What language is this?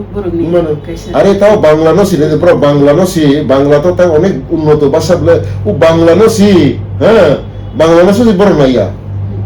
Kok Borok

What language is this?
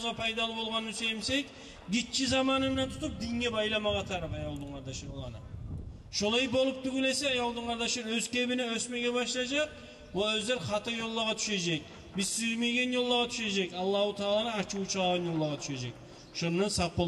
Kumyk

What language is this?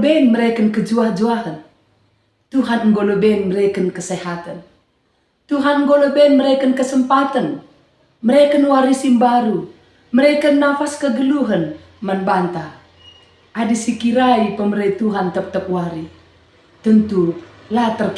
Batak Karo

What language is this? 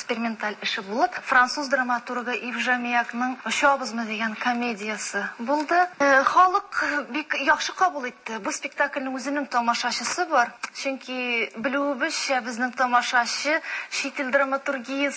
Tatar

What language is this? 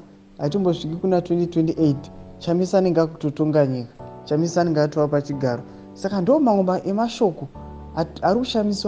Shona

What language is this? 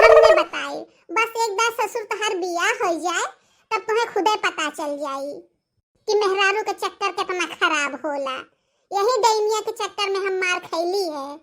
Bhojpuri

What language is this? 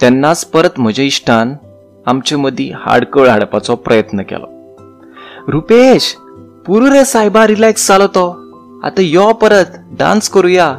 Konkani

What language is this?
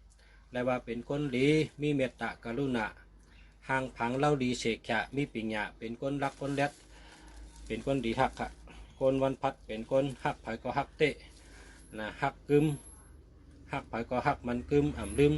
Shan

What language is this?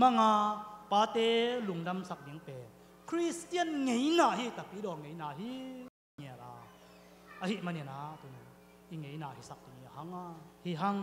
Tedim Chin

